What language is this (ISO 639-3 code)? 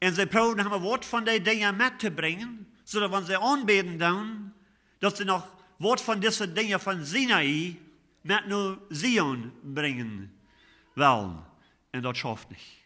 pdt